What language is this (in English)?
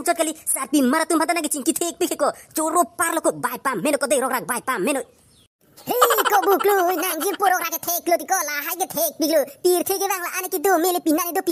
Karbi